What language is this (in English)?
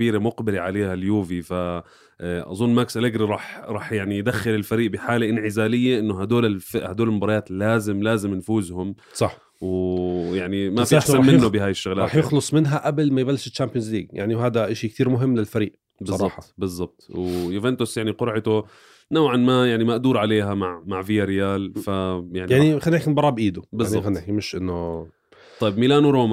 North Levantine Arabic